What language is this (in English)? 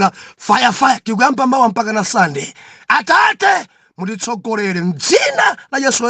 Nyanja